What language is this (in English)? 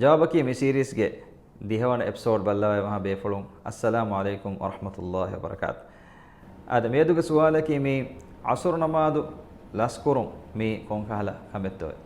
Divehi